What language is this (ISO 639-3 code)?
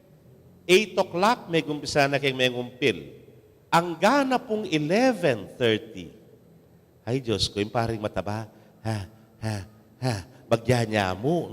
pam